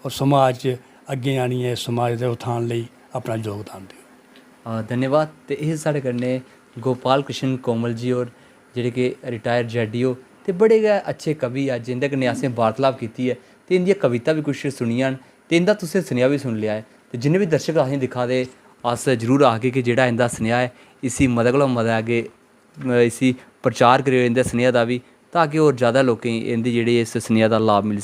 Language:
Dogri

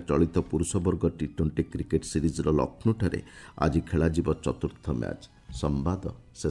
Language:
Odia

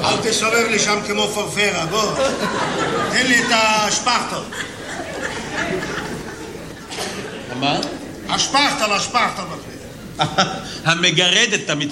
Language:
Hebrew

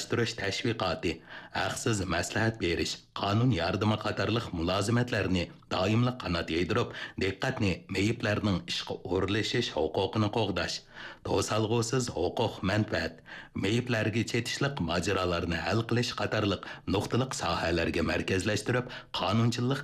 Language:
Uyghur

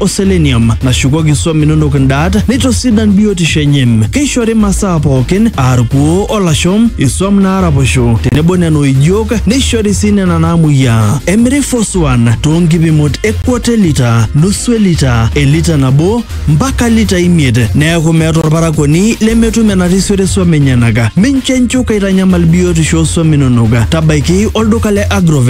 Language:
Masai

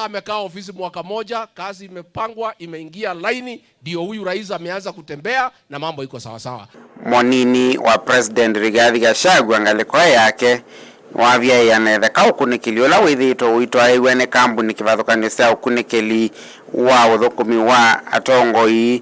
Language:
Kamba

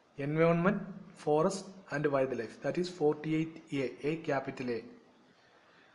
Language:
Malayalam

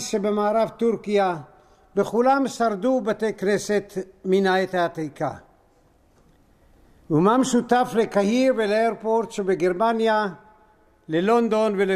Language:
Hebrew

